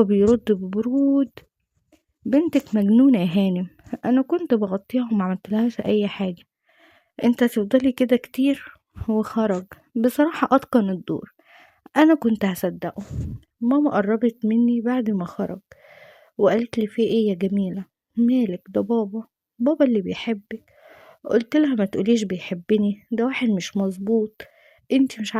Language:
Egyptian Arabic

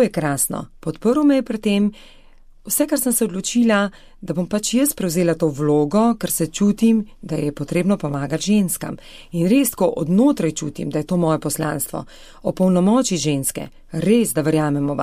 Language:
Slovenian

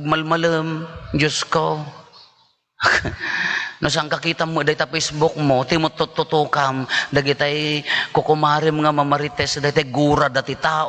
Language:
Iloko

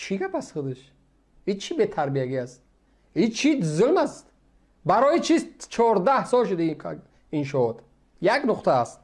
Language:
Tajik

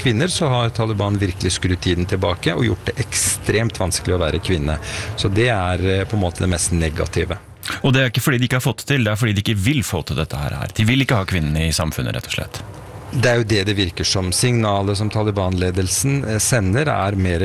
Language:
Norwegian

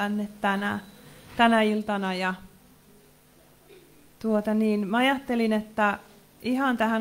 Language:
Finnish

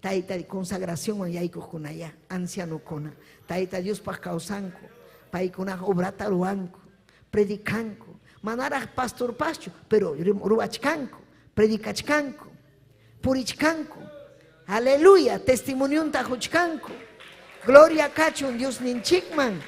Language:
Ayacucho Quechua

